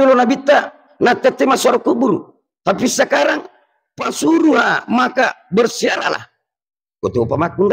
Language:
Buginese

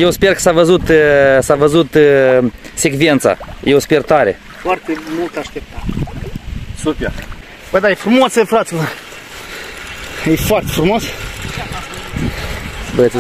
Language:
Romanian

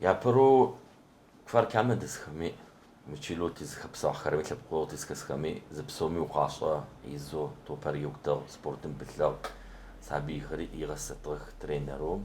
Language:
Adyghe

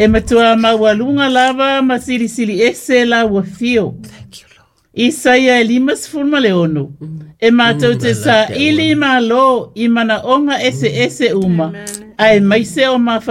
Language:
Samoan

